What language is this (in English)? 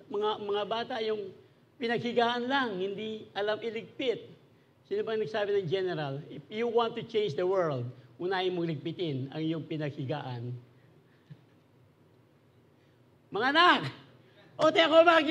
Filipino